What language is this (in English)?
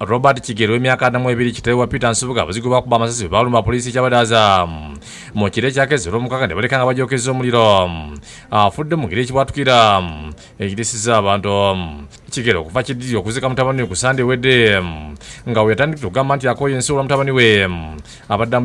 Ganda